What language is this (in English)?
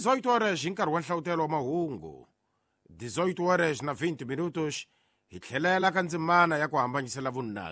Tsonga